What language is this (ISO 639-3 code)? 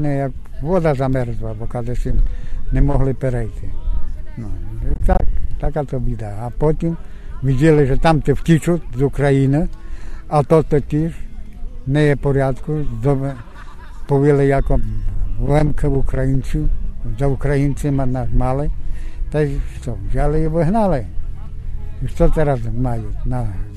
rue